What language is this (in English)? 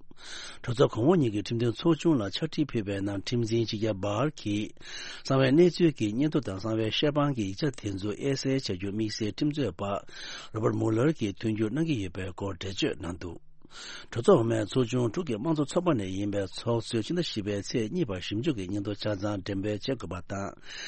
Tibetan